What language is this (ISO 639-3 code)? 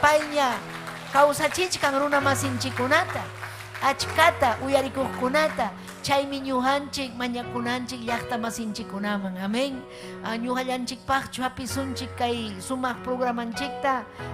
quy